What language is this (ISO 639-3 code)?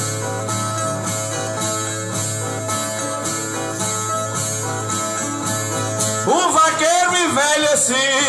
por